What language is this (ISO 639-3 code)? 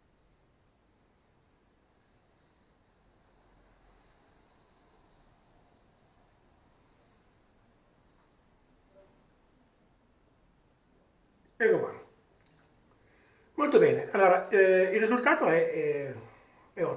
ita